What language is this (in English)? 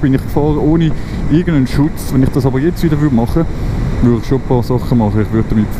Swiss German